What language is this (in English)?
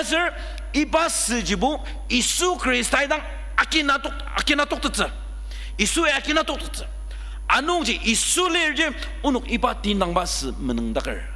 Ao Naga